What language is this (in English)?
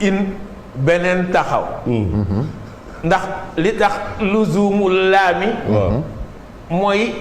Wolof